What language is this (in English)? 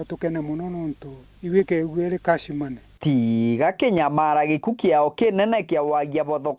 Meru